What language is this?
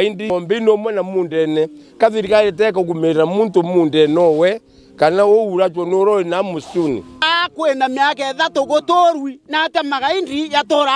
Meru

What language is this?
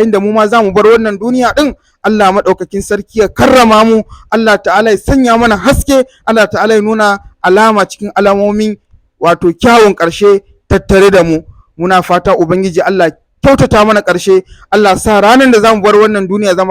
Hausa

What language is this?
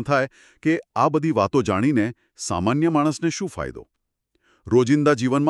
Gujarati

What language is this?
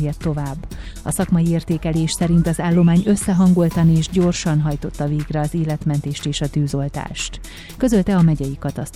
Hungarian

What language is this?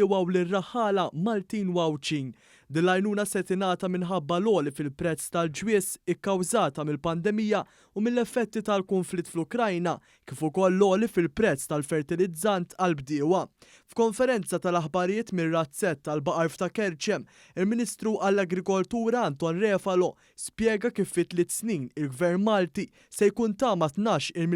Maltese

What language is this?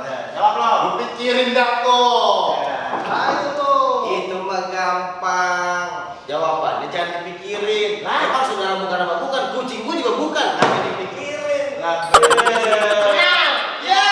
Betawi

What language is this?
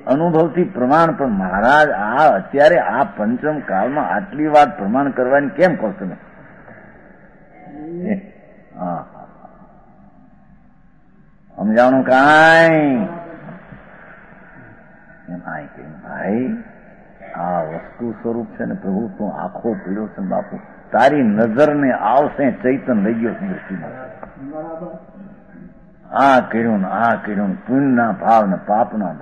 Gujarati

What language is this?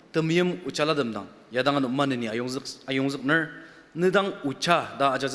Ao Naga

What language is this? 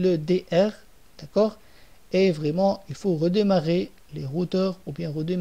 French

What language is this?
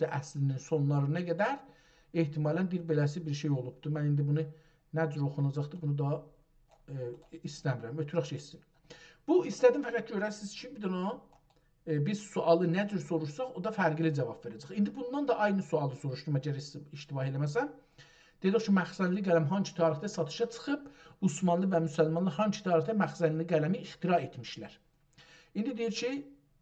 South Azerbaijani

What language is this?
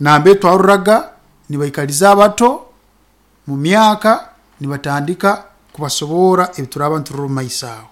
Nyankole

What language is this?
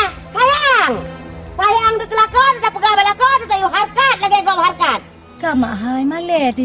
Achinese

